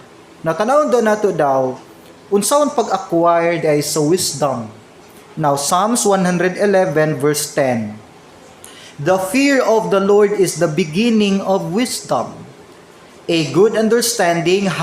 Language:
Cebuano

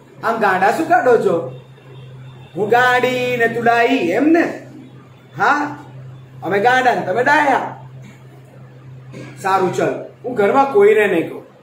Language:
Gujarati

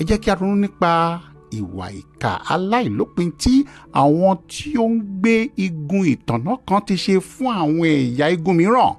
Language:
Yoruba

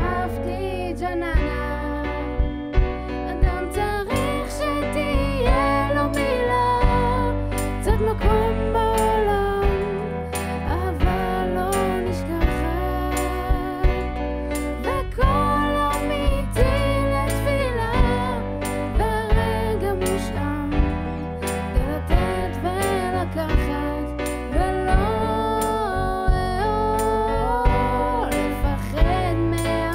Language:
Hebrew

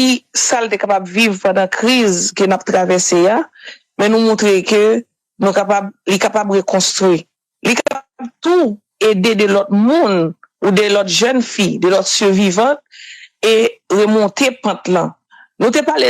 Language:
Haitian Creole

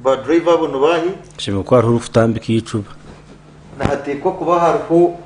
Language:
Nyankole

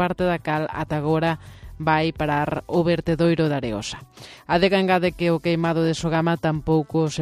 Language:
Galician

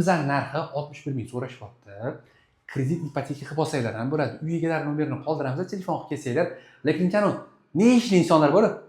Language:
Uzbek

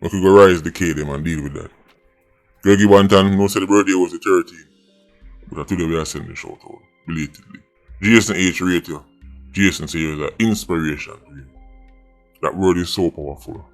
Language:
Jamaican Creole English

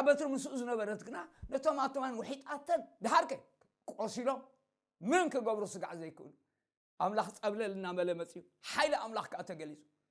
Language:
Tigrinya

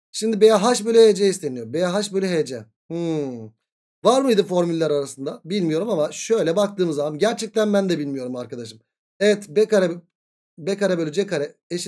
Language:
Turkish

